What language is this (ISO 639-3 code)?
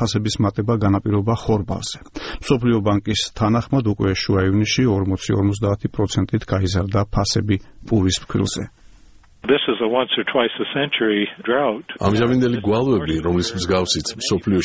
kat